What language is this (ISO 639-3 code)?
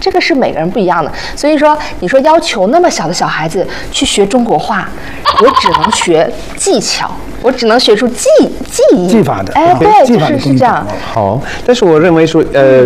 zho